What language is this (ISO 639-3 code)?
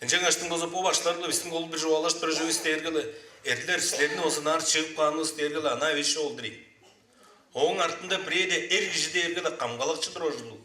tyv